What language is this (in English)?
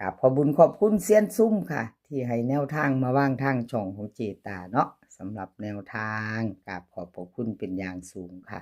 Lao